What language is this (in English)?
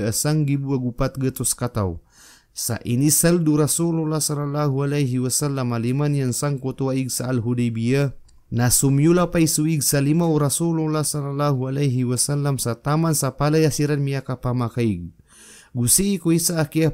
Maranao